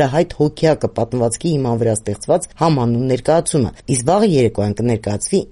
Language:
Armenian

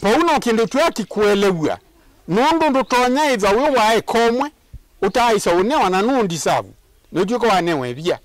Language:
Kamba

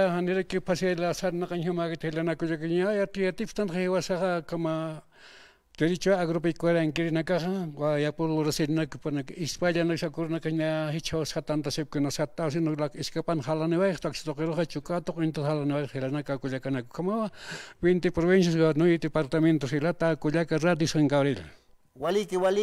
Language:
Aymara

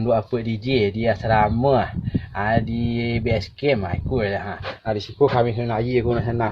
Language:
Minangkabau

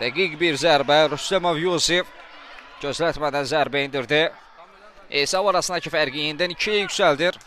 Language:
Azerbaijani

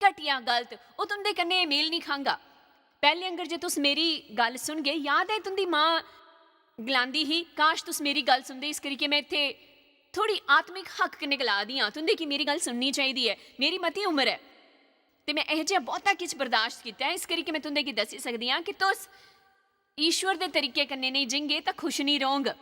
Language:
Dogri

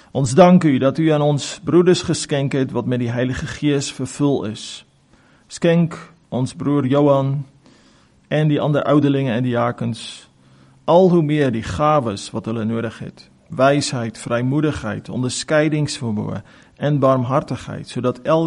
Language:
Afrikaans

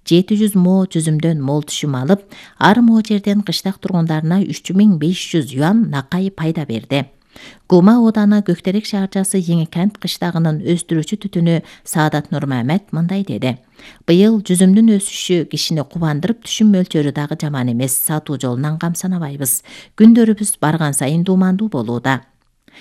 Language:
Kyrgyz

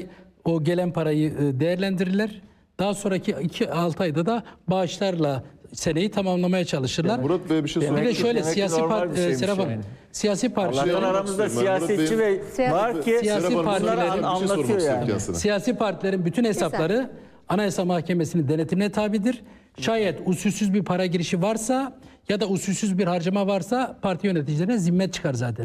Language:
Turkish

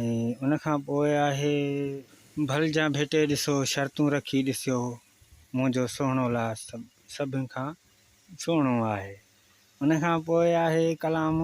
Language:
Sindhi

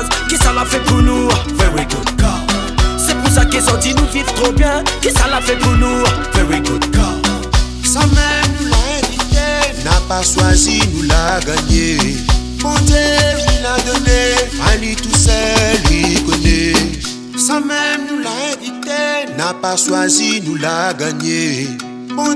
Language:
Réunion Creole French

